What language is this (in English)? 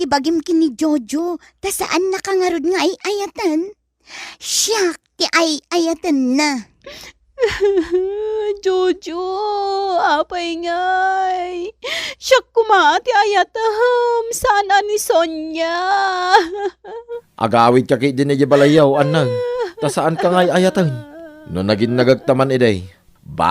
Iloko